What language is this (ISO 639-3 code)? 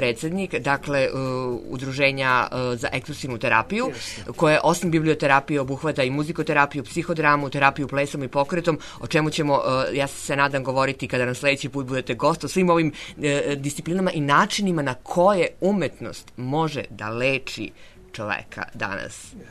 srp